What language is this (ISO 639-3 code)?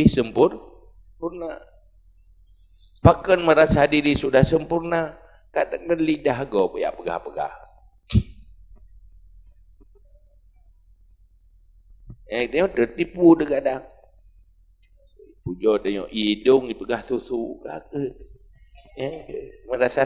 ace